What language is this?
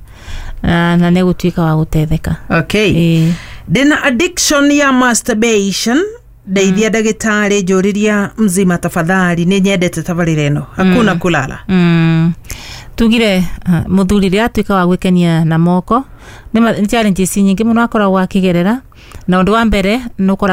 Kikuyu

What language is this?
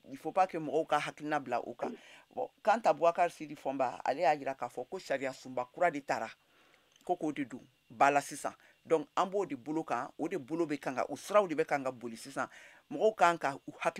Bambara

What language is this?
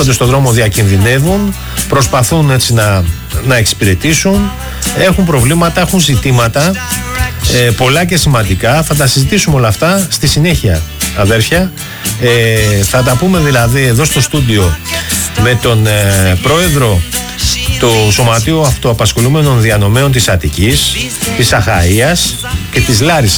Greek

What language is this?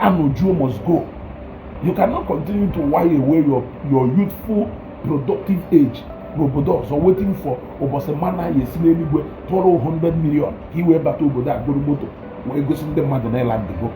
Igbo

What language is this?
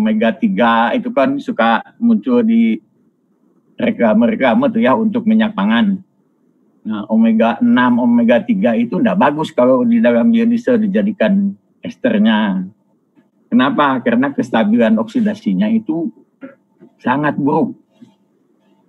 Indonesian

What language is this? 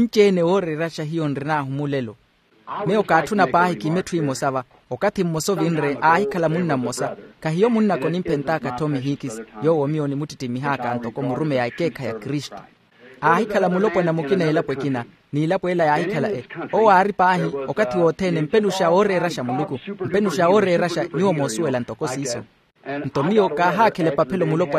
Makhuwa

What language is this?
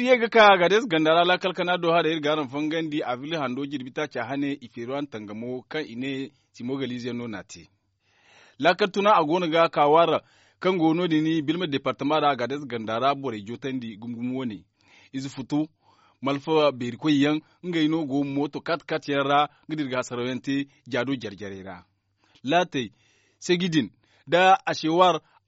Zarma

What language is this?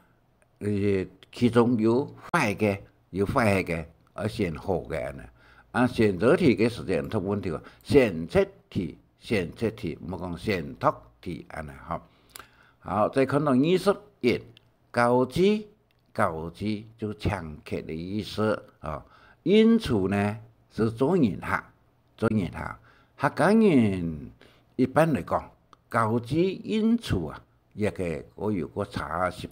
Hakka Chinese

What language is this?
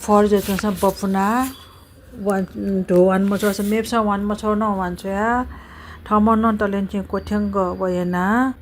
Newari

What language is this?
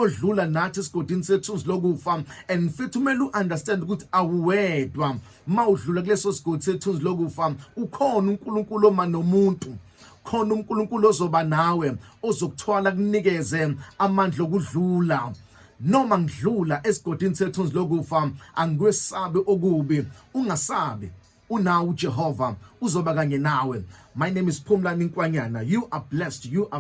Zulu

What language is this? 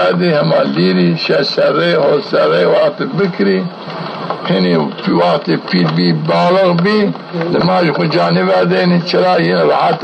Zaza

